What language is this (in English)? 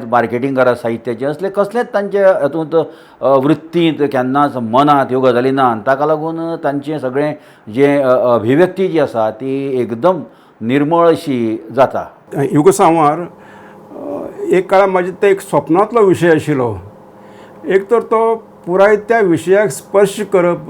Konkani